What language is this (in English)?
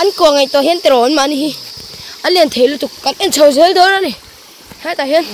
Mizo